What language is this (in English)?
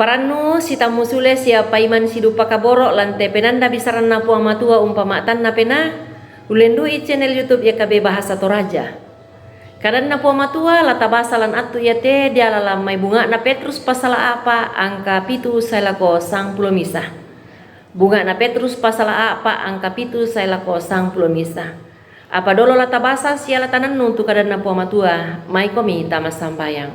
Toraja-Sa'dan